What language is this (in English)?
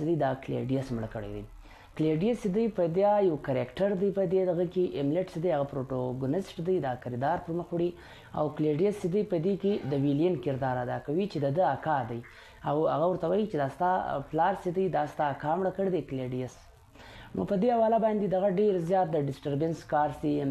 Pashto